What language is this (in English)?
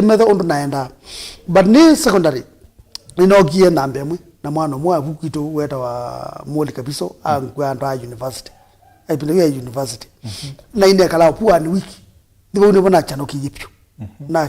Kamba